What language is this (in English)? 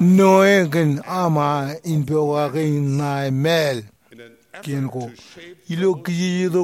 Marshallese